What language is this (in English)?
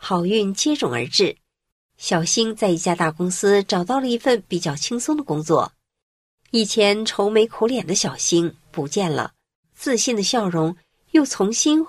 Chinese